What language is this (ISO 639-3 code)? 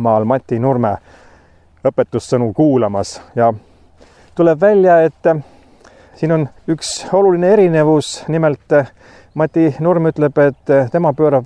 est